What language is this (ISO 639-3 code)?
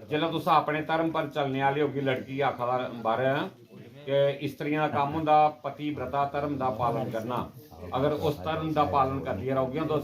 doi